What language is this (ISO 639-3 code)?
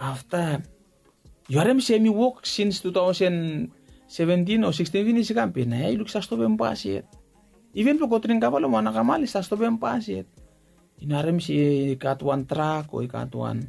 bis